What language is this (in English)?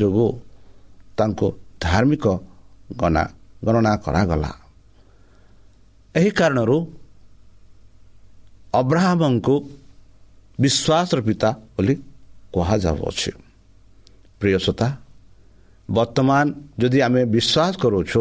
Odia